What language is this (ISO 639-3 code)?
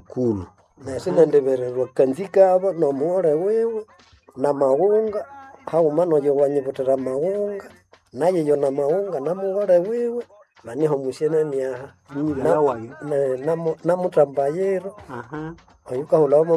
nnb